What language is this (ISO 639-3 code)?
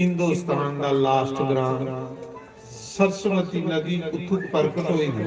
doi